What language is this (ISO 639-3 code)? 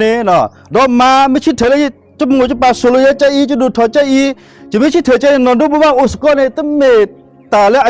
ksw